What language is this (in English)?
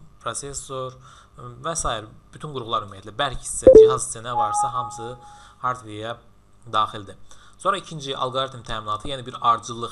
Azerbaijani